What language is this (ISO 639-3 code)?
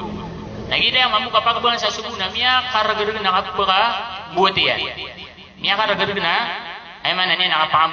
mrw